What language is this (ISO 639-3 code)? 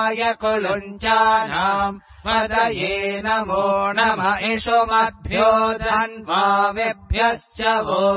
san